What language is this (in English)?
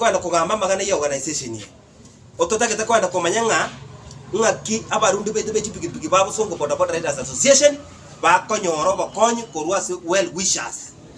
Gusii